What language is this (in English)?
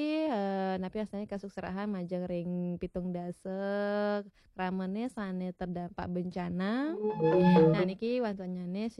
Balinese